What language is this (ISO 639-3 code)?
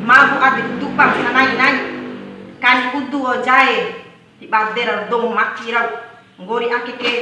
bhp